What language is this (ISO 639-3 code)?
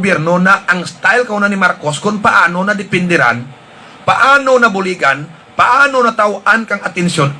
hil